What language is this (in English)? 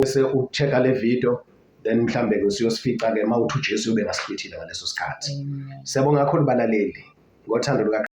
Zulu